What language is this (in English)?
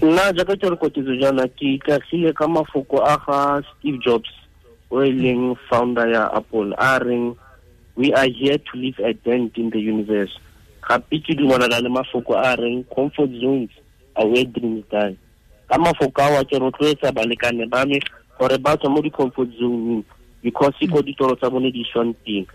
Tswana